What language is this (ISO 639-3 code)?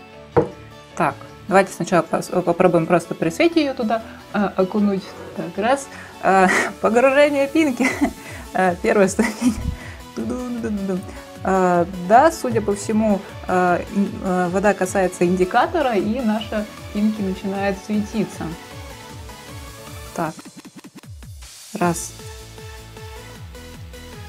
rus